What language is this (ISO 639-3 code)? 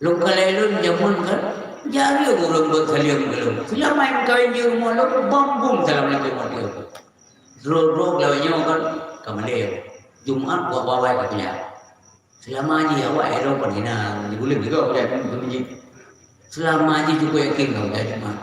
ace